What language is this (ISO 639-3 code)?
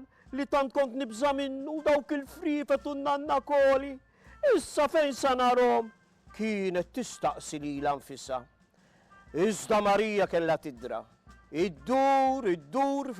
mlt